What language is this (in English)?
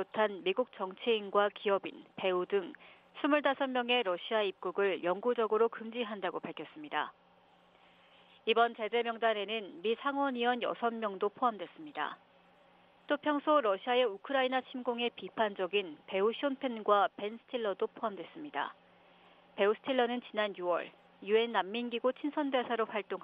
Korean